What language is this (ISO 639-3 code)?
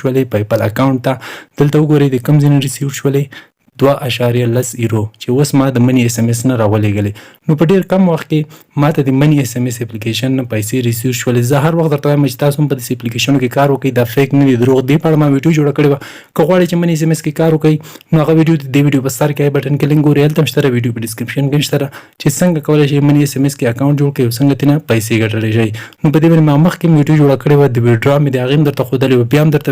pus